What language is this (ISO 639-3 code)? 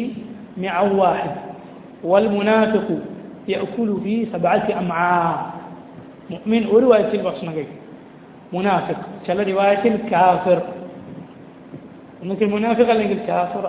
mal